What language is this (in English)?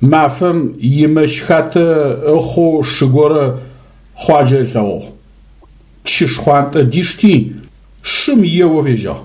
Adyghe